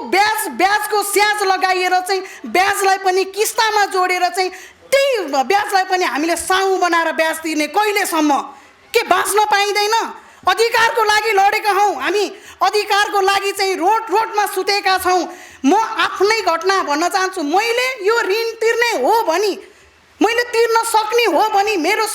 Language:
Nepali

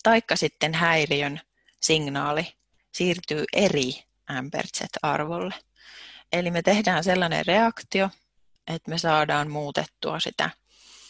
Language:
Finnish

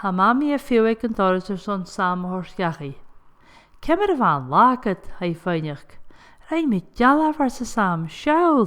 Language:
Scottish Gaelic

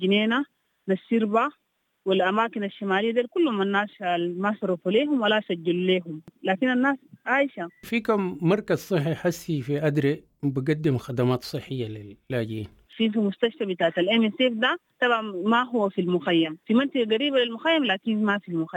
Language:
Sudanese Arabic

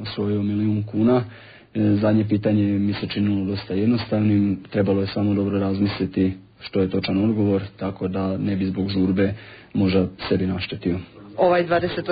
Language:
Croatian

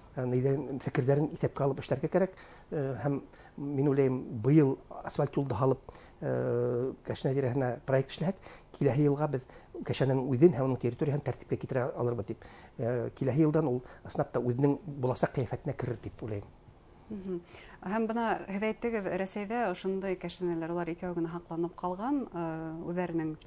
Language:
Bashkir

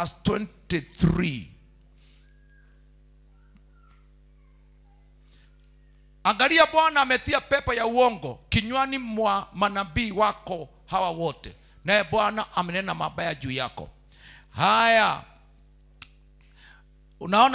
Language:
Swahili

